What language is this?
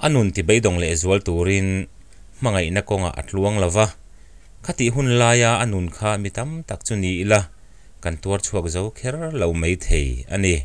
Mizo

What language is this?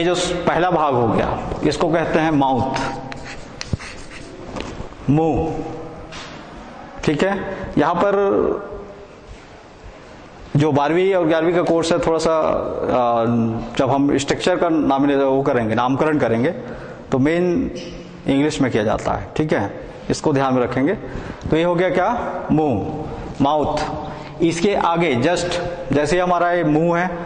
Hindi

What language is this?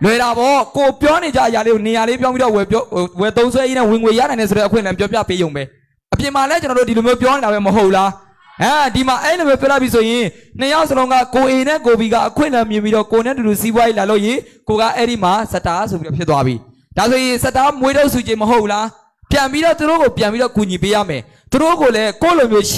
Burmese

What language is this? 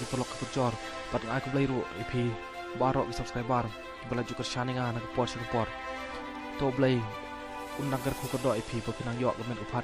Khasi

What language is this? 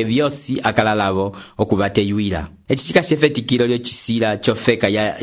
Umbundu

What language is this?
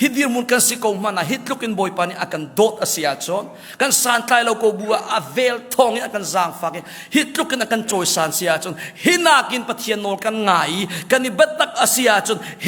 Hakha Chin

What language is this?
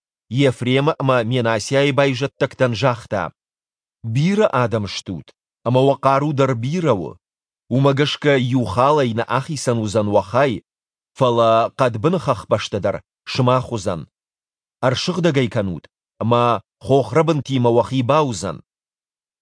Ossetic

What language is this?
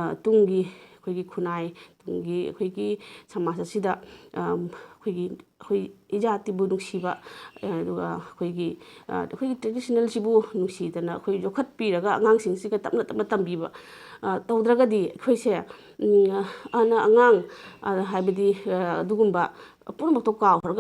Manipuri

